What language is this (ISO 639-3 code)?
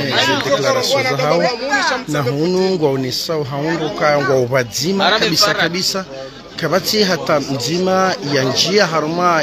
swa